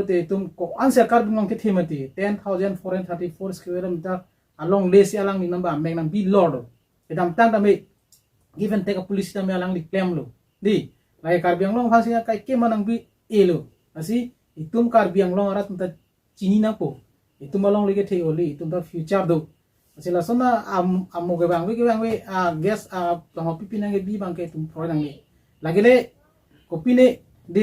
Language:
Karbi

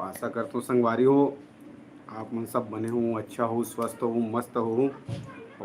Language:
Chhattisgarhi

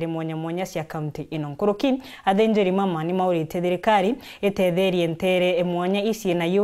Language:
Meru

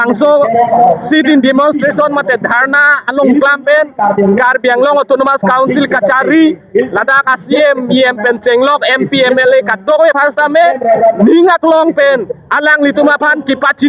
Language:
Karbi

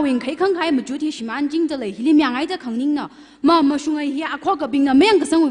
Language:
Tangkhul Naga (India)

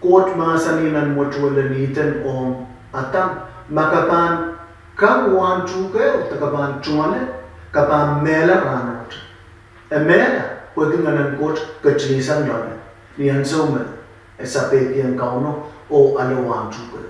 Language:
Pohnpeian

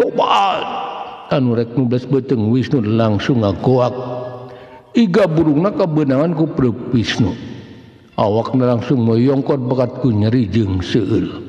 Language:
Sundanese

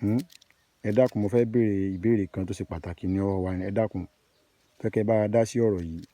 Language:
Yoruba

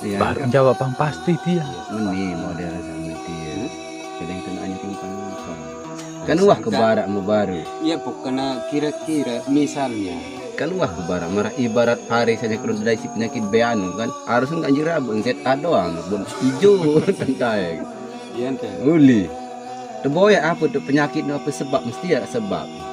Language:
Sasak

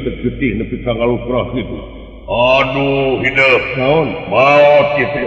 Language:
Sundanese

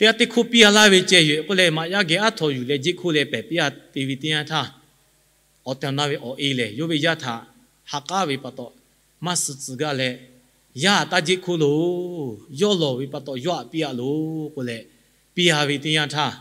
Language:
Lahu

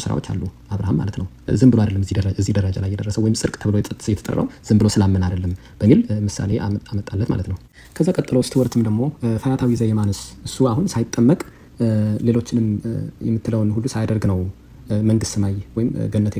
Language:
Amharic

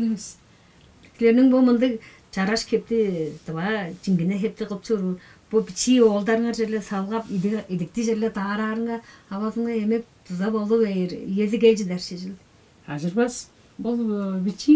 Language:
Tuvinian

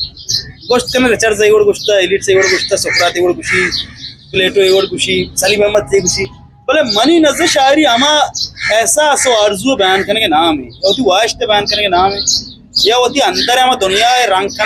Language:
Eastern Balochi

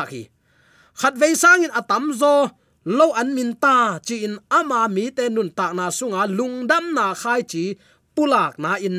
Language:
Tedim Chin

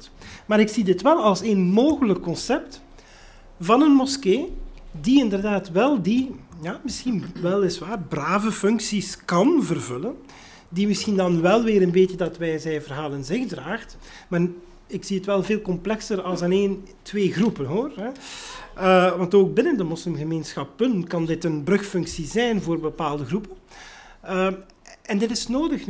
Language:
Dutch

